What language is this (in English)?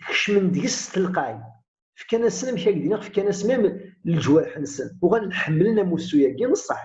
Kabyle